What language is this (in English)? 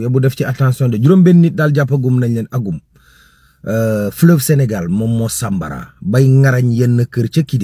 Wolof